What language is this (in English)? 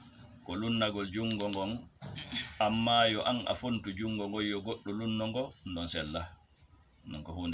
Fula